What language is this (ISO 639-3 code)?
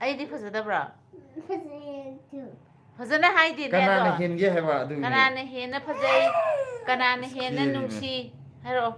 mni